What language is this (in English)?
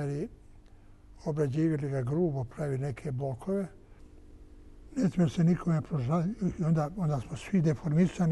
Bosnian